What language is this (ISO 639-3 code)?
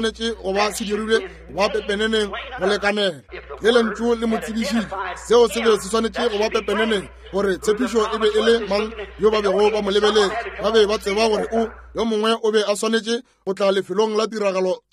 nso